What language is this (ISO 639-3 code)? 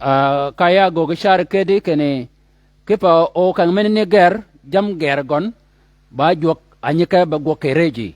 shk